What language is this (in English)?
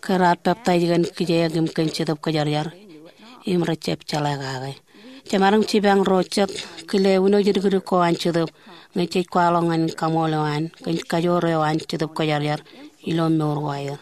Marshallese